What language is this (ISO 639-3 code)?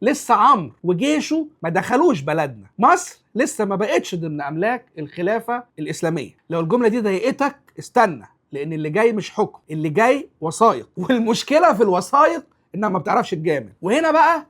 arz